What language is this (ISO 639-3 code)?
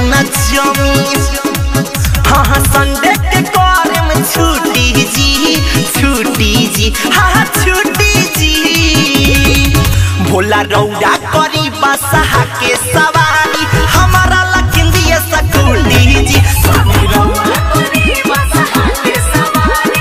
bho